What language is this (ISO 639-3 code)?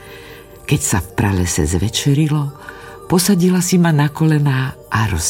slk